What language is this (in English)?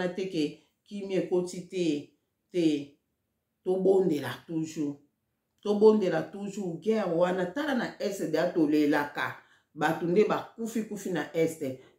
Lingala